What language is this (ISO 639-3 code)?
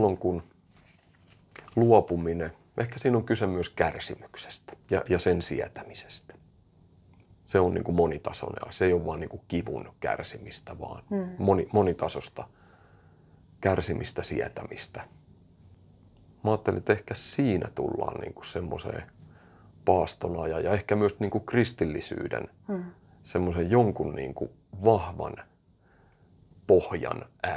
fin